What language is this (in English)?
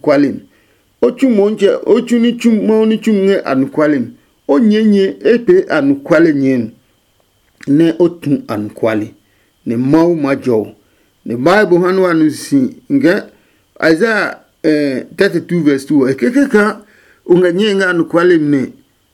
Adangme